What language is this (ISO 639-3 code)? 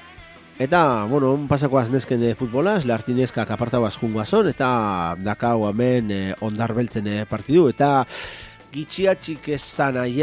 eus